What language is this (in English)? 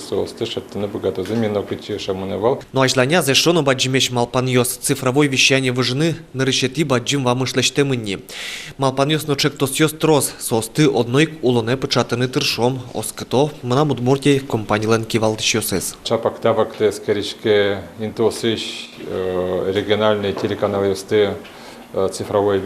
Udmurt